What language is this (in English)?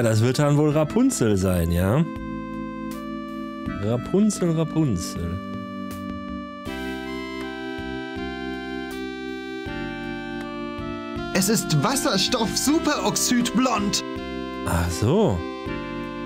German